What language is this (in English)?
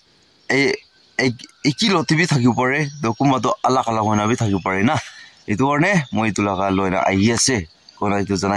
Naga Pidgin